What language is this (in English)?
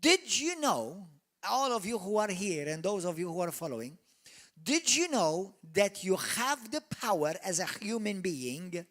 English